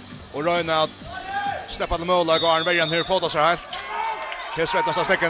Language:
Faroese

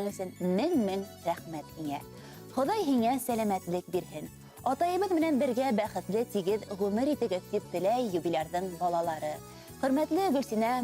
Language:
Bashkir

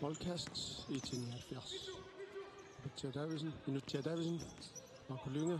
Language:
Kalaallisut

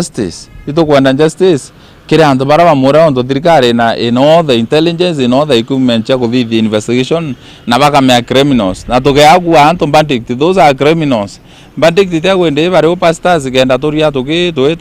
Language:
Meru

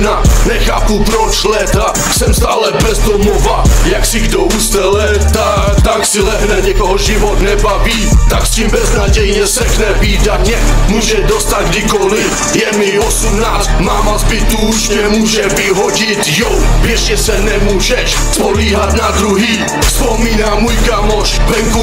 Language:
Czech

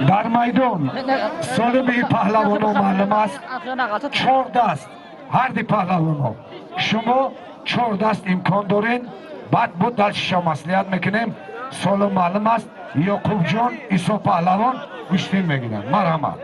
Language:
Tajik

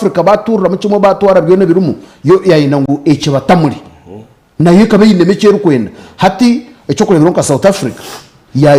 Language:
Nyankole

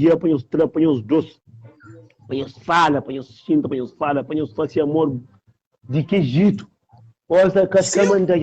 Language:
Kabuverdianu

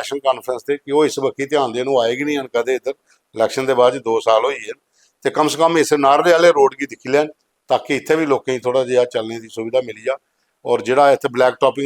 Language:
Dogri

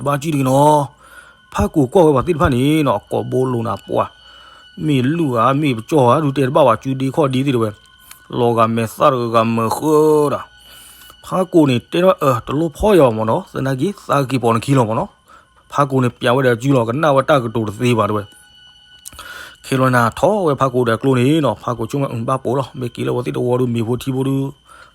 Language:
S'gaw Karen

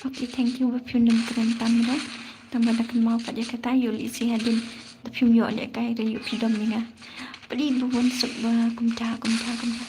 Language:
Khasi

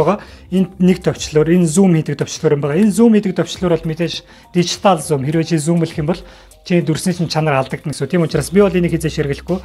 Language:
Mongolian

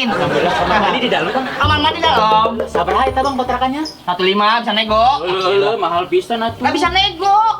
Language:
Betawi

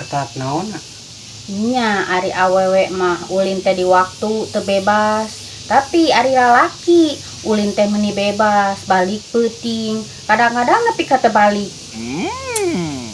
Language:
Sundanese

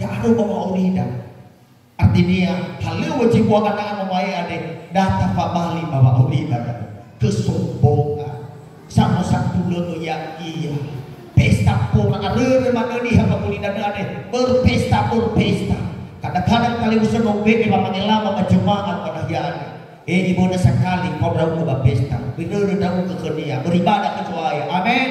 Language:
Nias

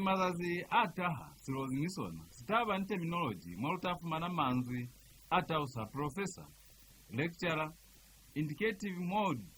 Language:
Lozi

